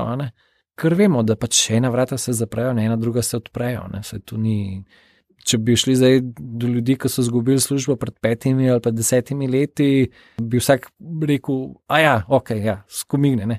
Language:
Slovenian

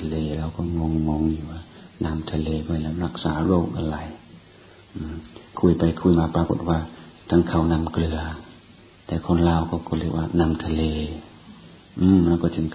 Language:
Thai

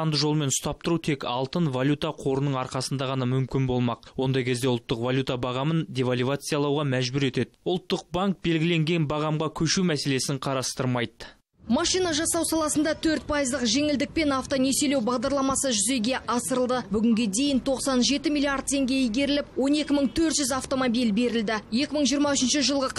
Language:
Kazakh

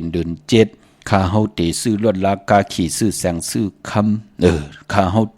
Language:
Shan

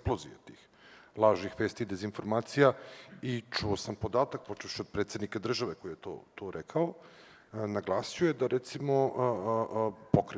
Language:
Serbian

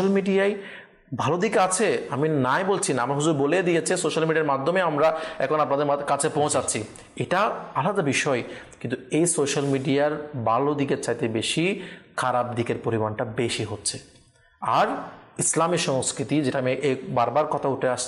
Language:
Bangla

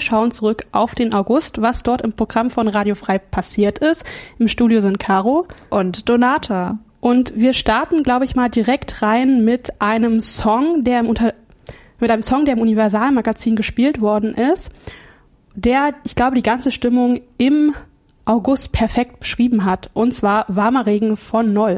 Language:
German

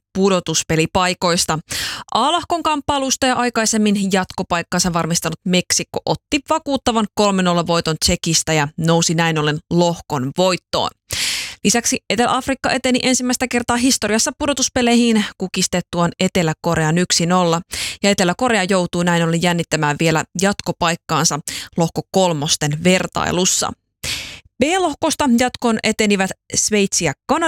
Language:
Finnish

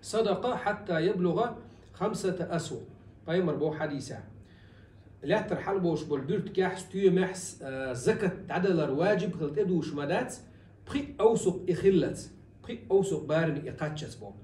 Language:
Chechen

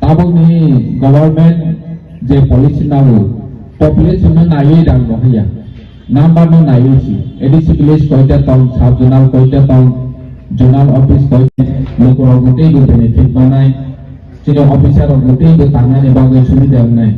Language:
Kok Borok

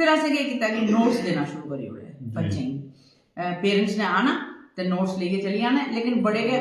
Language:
Dogri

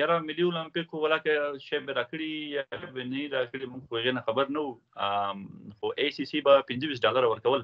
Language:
Pashto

